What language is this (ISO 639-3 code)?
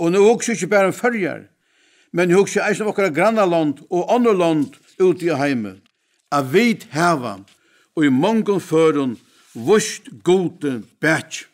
fao